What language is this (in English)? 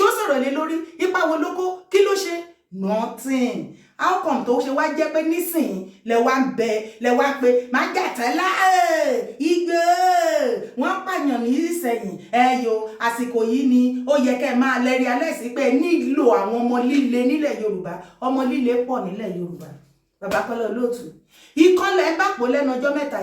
Yoruba